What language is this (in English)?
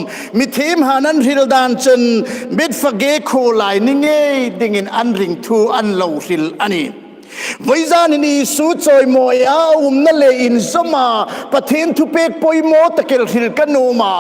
Hmar